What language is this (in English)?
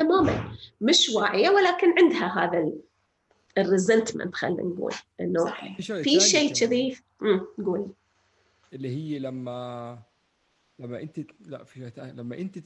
North Levantine Arabic